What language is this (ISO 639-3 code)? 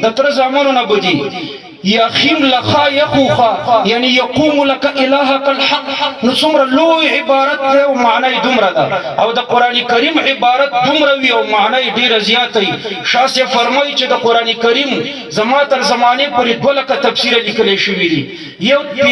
pus